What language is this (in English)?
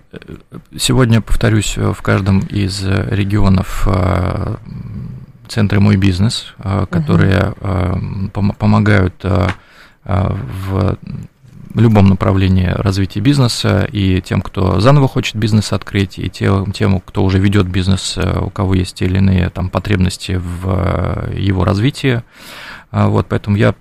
Russian